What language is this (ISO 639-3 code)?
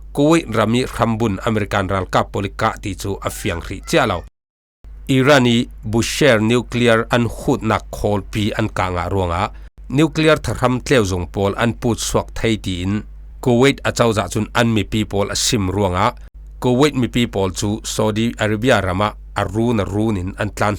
cfm